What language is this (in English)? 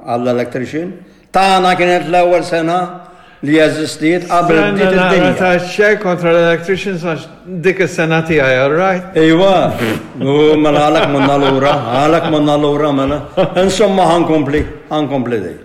Maltese